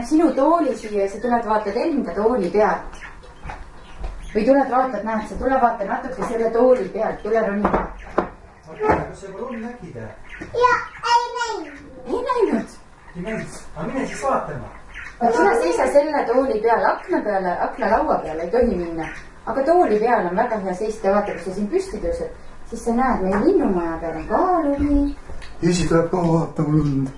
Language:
Estonian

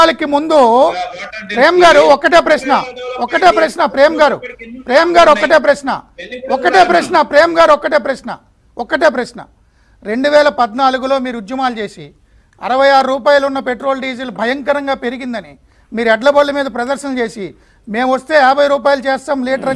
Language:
Telugu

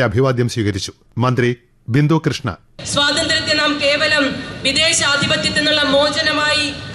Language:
Malayalam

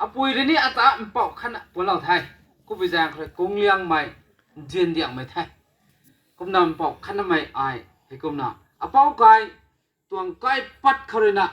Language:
Rongmei Naga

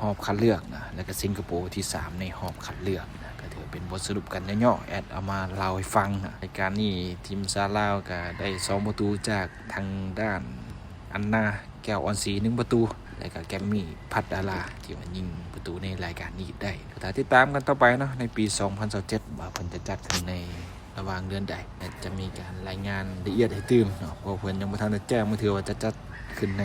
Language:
Lao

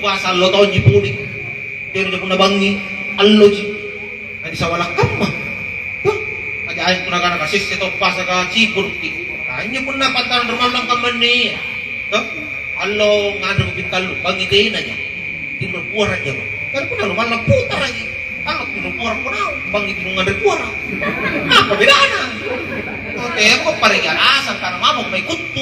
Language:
Makasar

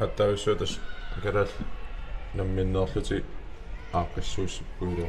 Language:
Kalaallisut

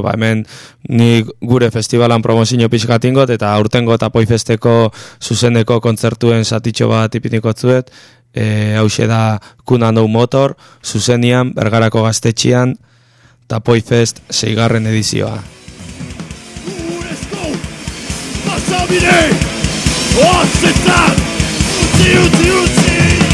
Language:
Basque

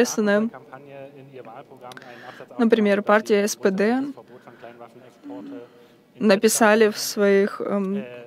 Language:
Russian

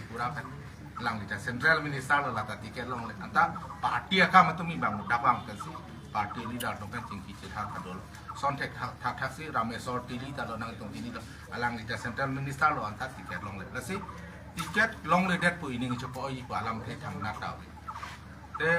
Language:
Karbi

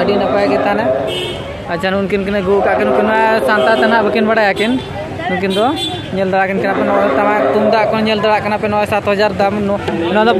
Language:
Santali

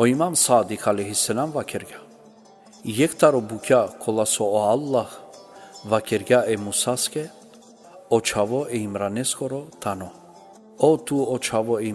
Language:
Balkan Romani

